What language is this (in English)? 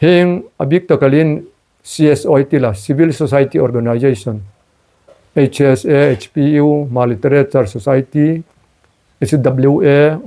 Hmar